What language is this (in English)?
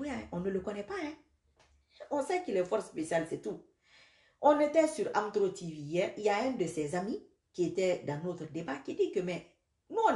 French